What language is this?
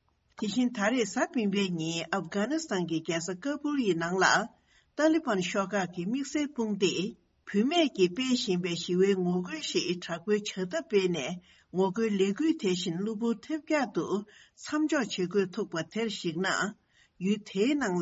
Tibetan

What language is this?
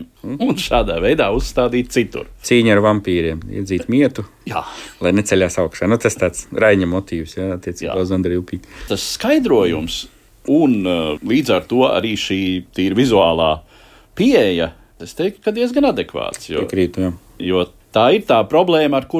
Latvian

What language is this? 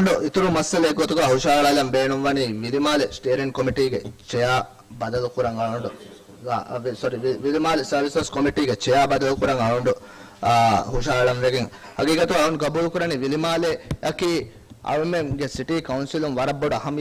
Divehi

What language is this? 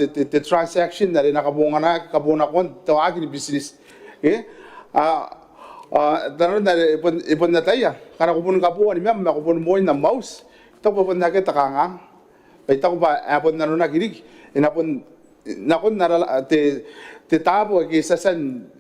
Gilbertese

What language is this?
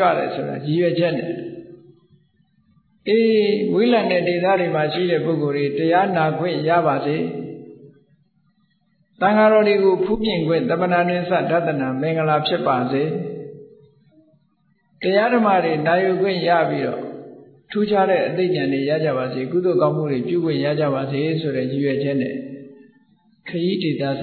Burmese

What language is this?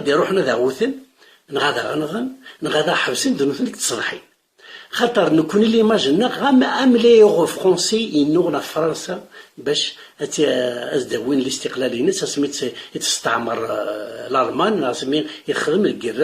Kabyle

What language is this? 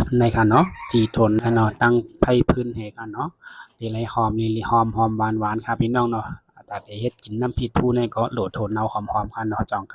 Shan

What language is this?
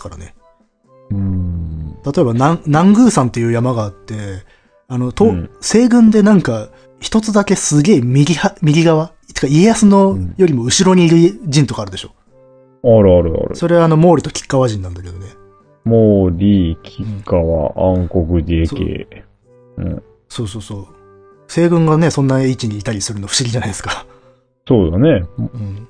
Japanese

